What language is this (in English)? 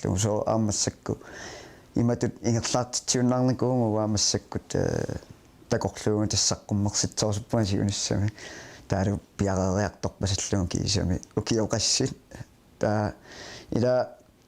Kalaallisut